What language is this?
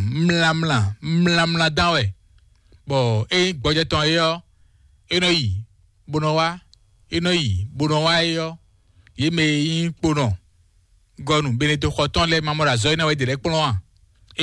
Fon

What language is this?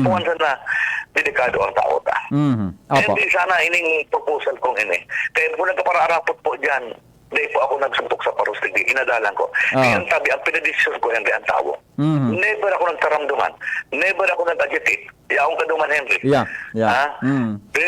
Bikol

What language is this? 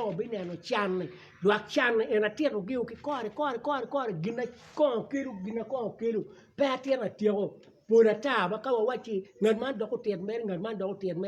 Acoli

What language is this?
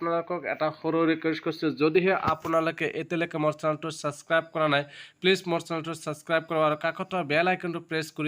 Assamese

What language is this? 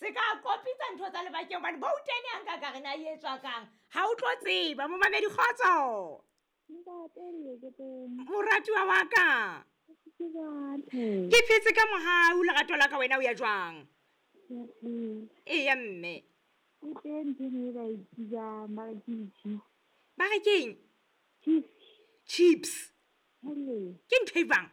Southern Sotho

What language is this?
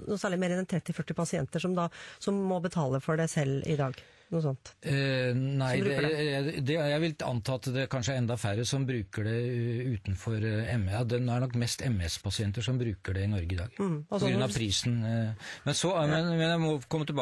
Norwegian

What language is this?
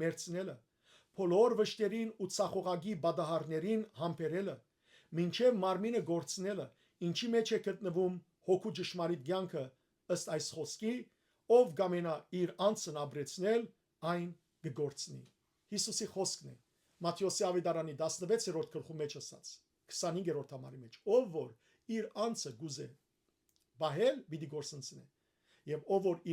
Western Armenian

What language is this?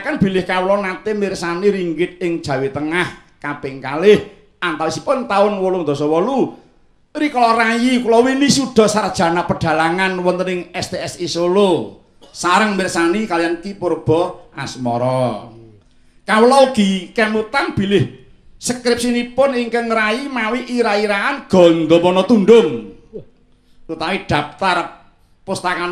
Javanese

